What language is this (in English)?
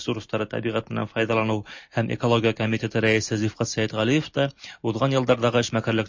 Tatar